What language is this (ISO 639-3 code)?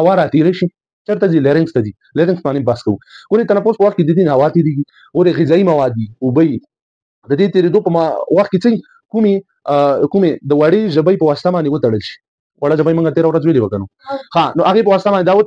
pus